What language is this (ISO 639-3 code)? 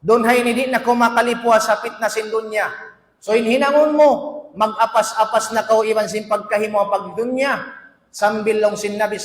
tsg